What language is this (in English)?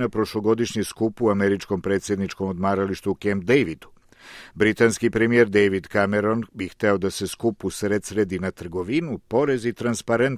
Serbian